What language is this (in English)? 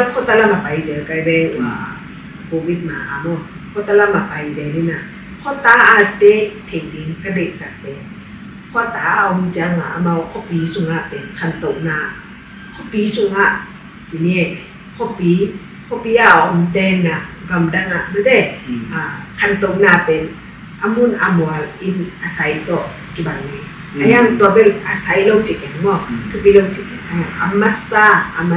Tedim Chin